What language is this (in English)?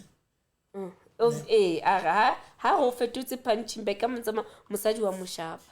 Southern Sotho